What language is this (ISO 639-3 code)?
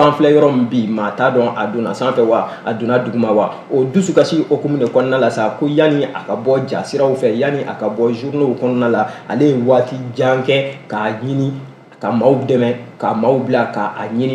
bam